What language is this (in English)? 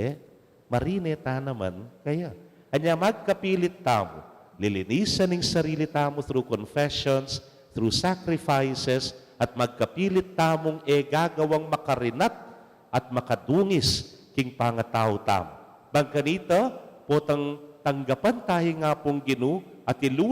Pampanga